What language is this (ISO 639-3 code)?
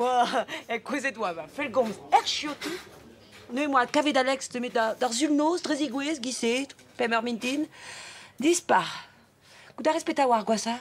bre